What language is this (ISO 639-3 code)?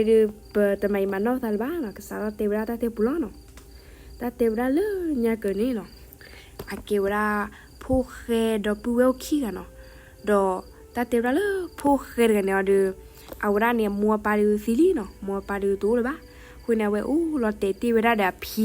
ksw